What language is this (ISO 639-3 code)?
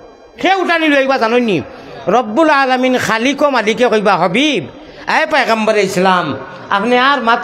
syl